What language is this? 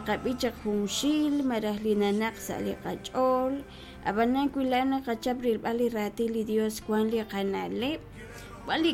Kekchí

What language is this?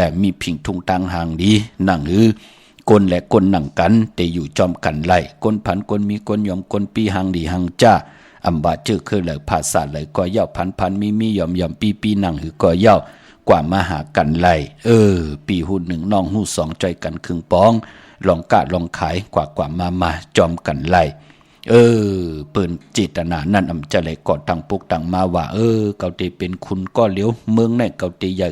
Shan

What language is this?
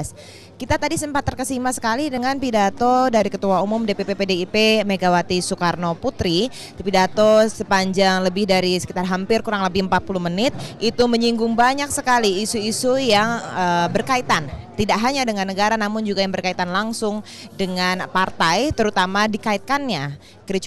Indonesian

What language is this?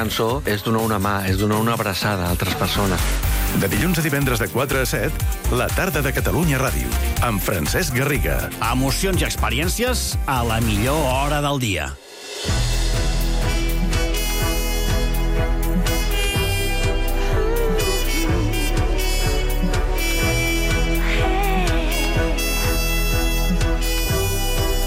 Catalan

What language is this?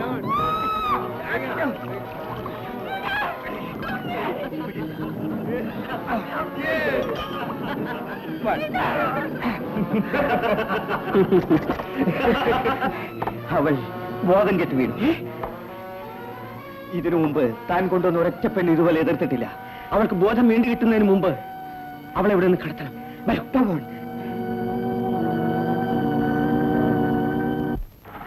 Malayalam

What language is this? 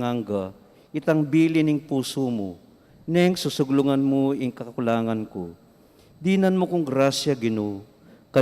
Pampanga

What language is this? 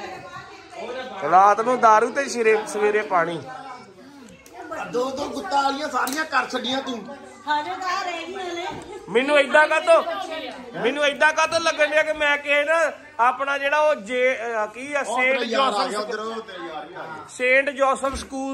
Punjabi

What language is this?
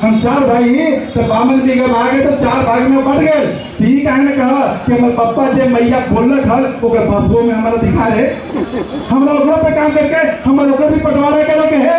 Magahi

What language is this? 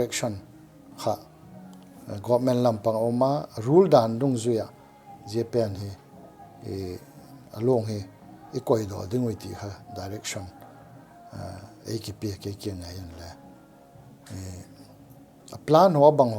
Paite Chin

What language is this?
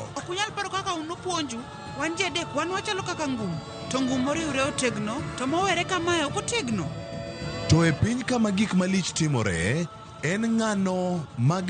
Luo (Kenya and Tanzania)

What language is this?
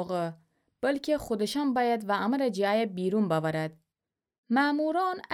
Gilaki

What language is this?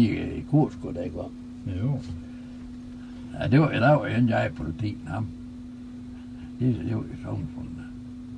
Danish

